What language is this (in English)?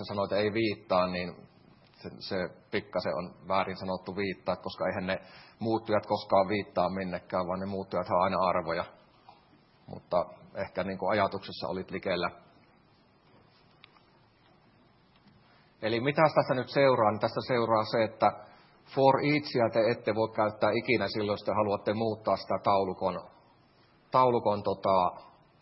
Finnish